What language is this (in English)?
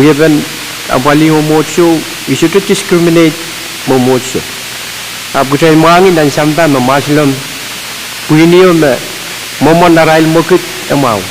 Pohnpeian